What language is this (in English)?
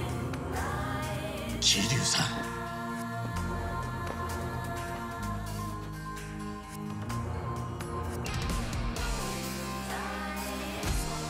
Japanese